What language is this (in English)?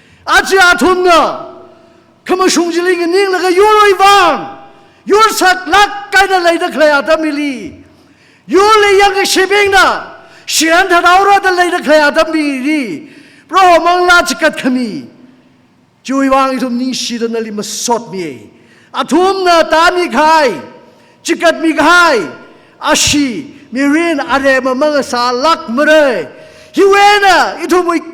Tangkhul Naga (India)